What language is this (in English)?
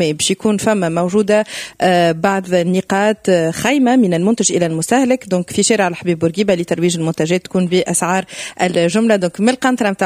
Tunisian Arabic